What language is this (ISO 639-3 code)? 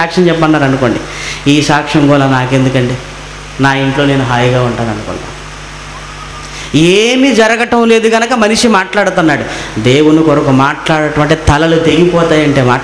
tel